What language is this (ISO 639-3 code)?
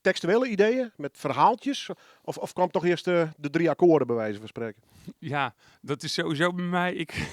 fry